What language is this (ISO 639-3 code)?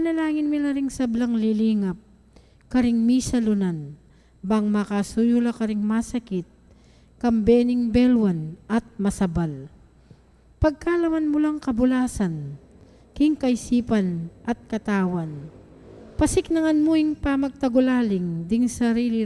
pam